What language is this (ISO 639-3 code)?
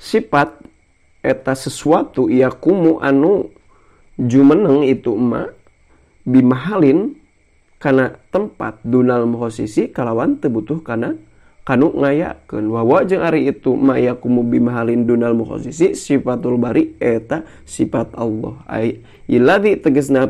sun